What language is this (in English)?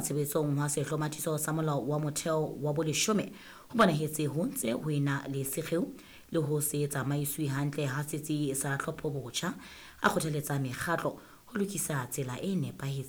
Southern Sotho